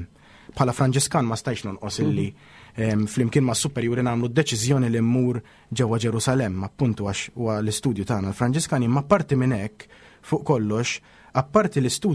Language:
Maltese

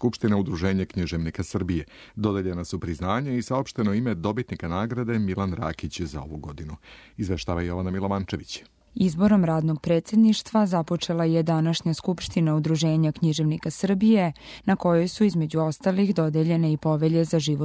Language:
Serbian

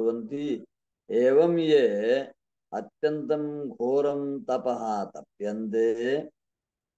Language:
Sanskrit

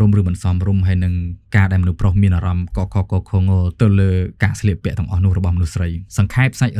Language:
Khmer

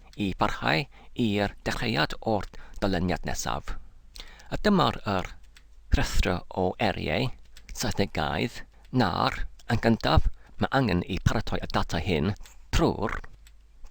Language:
Welsh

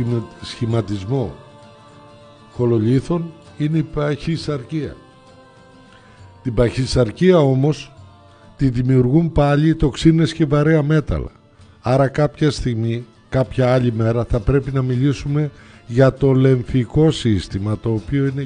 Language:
Greek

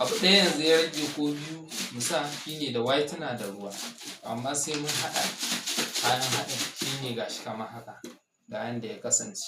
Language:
Hausa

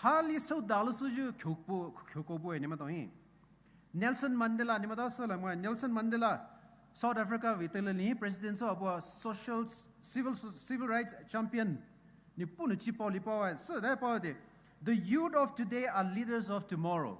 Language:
Poumei Naga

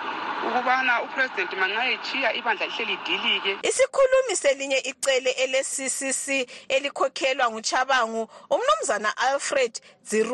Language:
North Ndebele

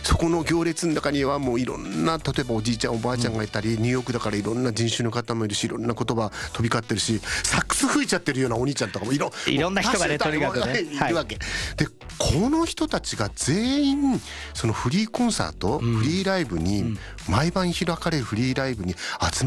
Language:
Japanese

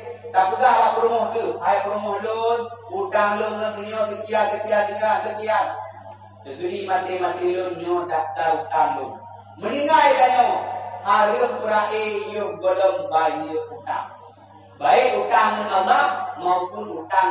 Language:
Achinese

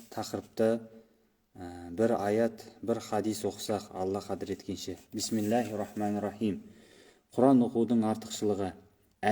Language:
Kazakh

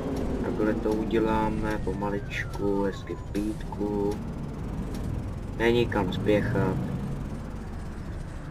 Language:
Czech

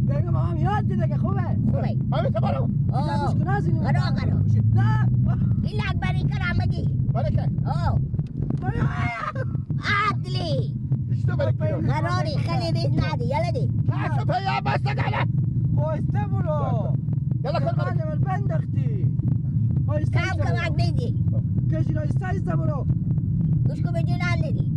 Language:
Persian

